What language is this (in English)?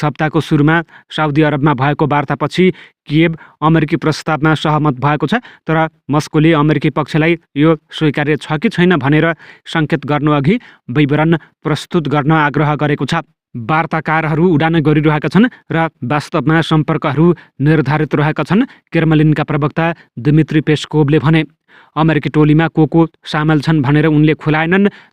Nepali